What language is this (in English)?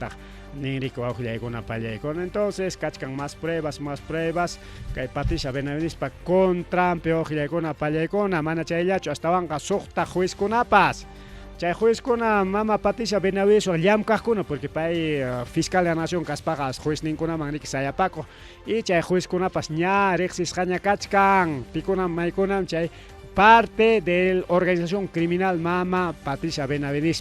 Ayacucho Quechua